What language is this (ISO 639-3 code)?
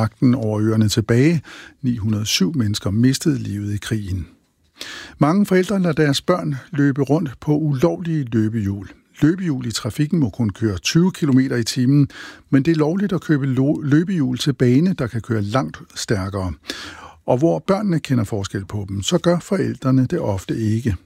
dan